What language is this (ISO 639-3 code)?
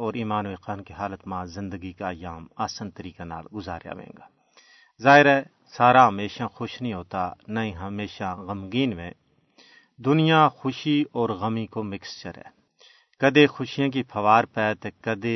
gju